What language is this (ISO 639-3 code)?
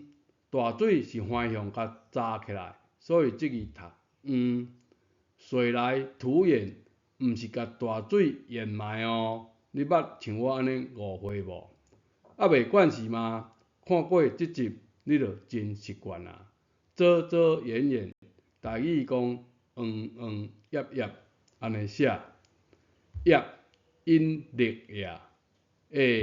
nan